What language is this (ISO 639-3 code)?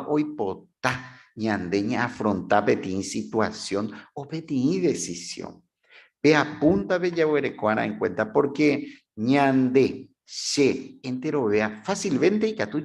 grn